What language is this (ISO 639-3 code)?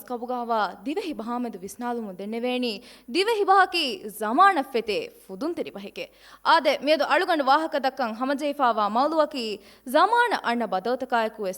div